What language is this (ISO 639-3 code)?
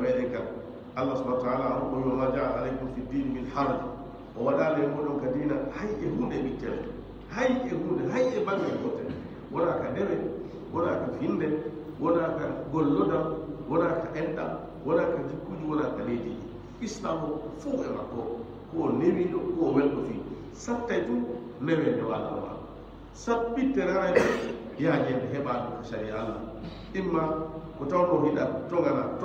ful